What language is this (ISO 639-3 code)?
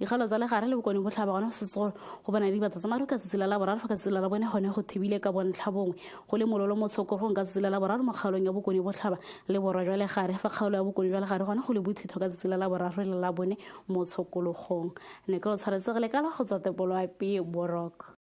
tsn